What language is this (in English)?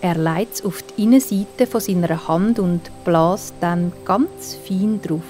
Swiss German